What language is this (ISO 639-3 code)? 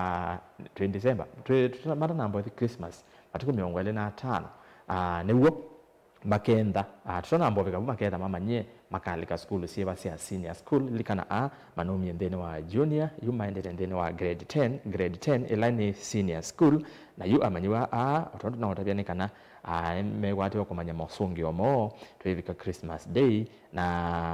kam